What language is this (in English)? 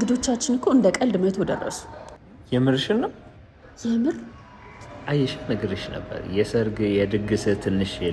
Amharic